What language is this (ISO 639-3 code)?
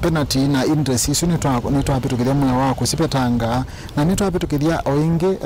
kam